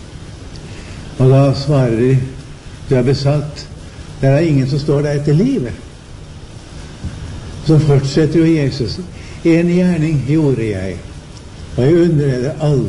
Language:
Norwegian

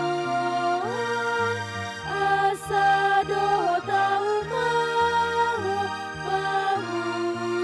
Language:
Batak Toba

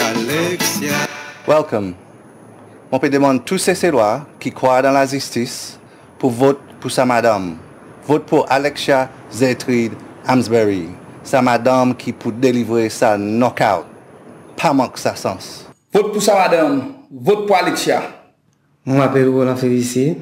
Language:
Seselwa Creole French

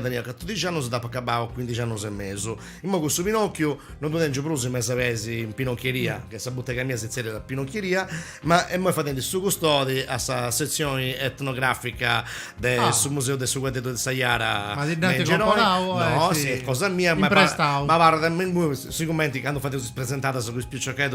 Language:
Sardinian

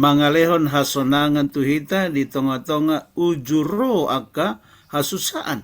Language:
Batak Toba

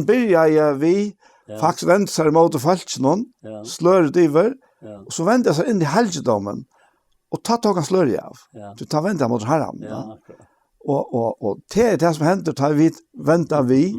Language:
Faroese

